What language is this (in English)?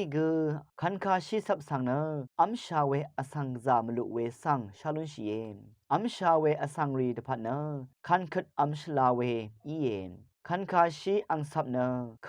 Rawang